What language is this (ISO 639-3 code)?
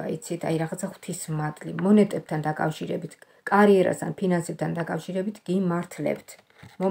kat